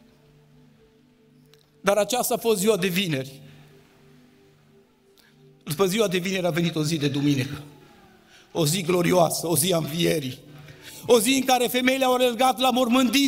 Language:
Romanian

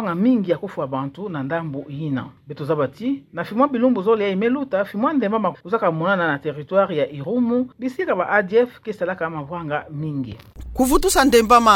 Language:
Kituba (Democratic Republic of Congo)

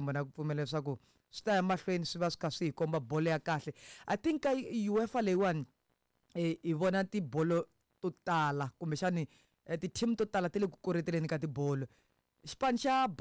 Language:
Tsonga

